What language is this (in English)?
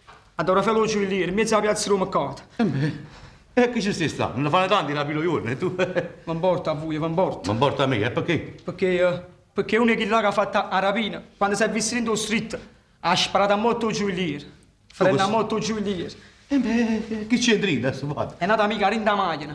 Neapolitan